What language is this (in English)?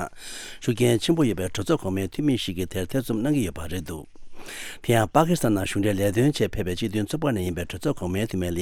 Tibetan